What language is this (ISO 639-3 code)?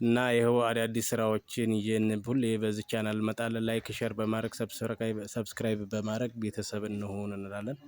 amh